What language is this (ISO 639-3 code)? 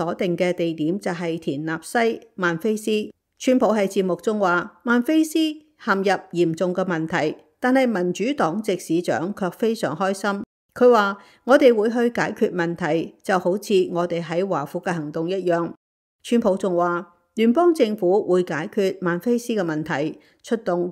yue